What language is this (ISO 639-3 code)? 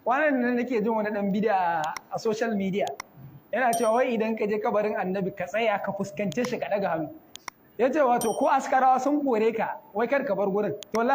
hau